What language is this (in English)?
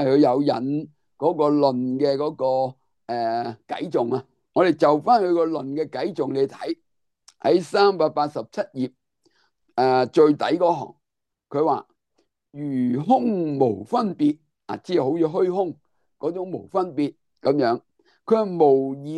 Cantonese